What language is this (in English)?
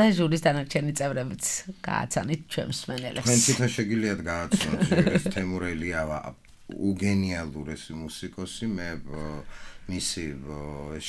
Georgian